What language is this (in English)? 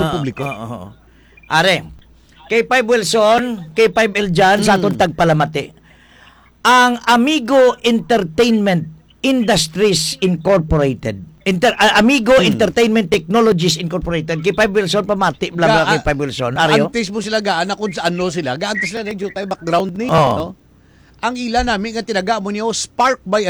Hiligaynon